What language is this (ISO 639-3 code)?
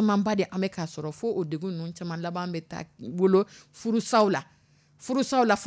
dyu